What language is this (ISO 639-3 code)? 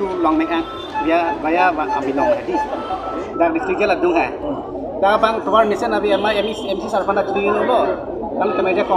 mjw